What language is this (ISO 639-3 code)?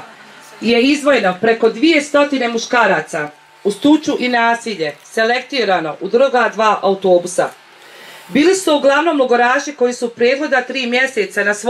bos